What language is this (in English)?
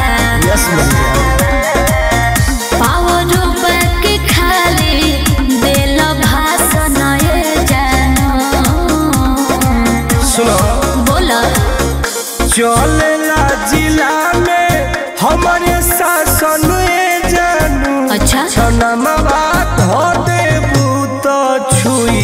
Bhojpuri